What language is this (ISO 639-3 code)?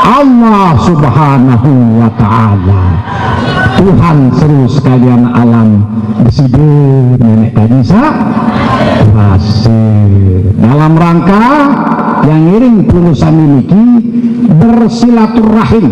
sas